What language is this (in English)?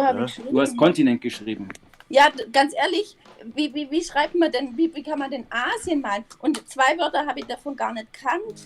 Bavarian